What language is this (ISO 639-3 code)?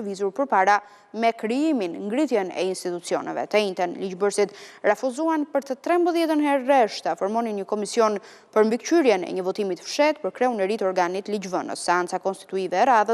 sqi